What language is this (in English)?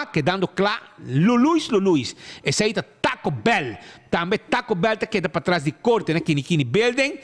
Papiamento